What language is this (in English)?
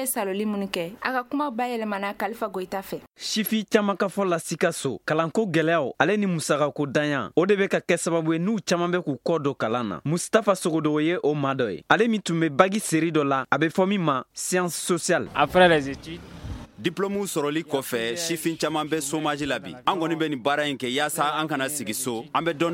Bambara